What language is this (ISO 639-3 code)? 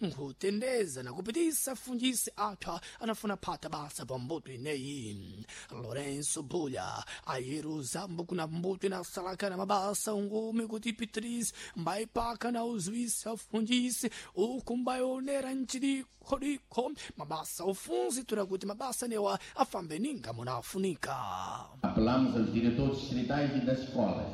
seh